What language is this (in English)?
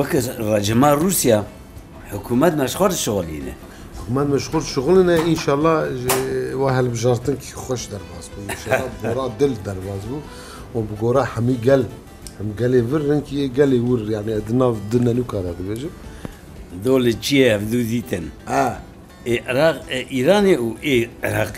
Kurdish